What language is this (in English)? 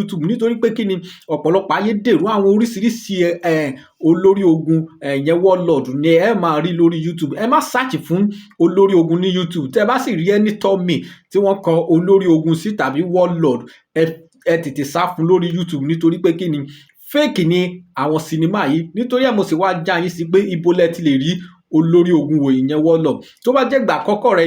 Yoruba